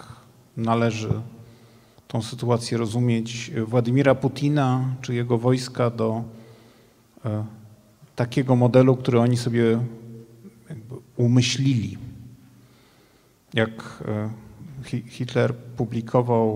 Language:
Polish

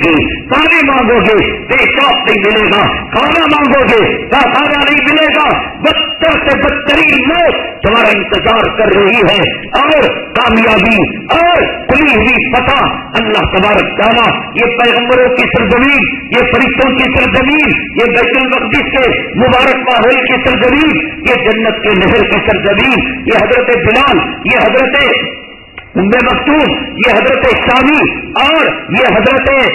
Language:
Urdu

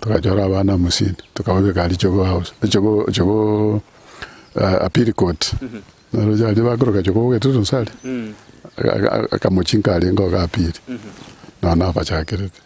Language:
Gusii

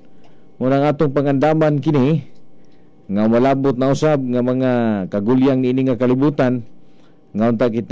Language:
Cebuano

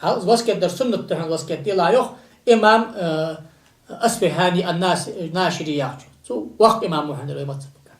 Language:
Ingush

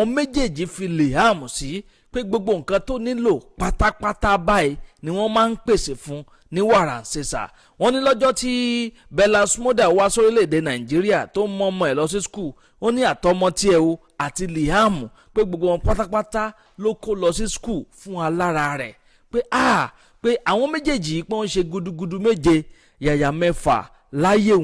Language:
Yoruba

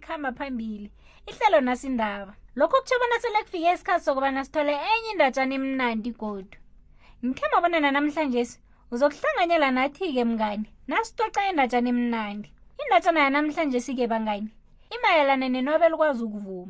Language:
South Ndebele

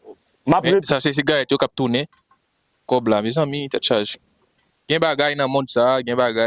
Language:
Haitian Creole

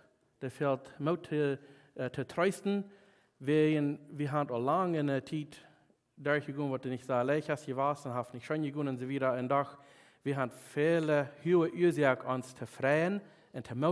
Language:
Plautdietsch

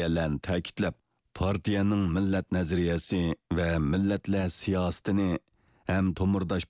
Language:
Uyghur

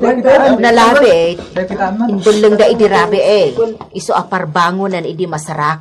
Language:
Iloko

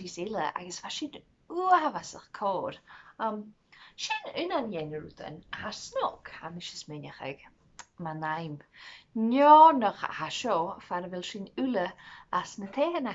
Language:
Scottish Gaelic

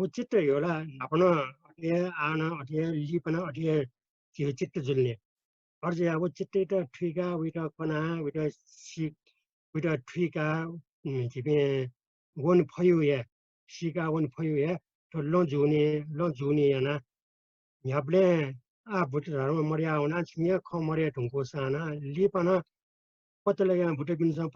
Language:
Newari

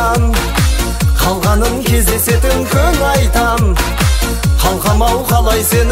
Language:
Kazakh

